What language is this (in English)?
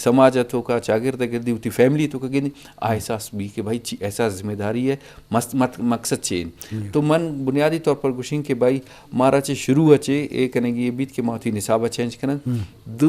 Eastern Balochi